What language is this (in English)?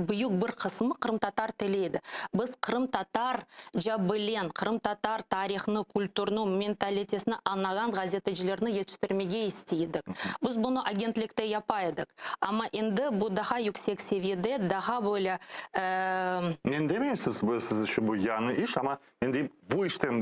Crimean Tatar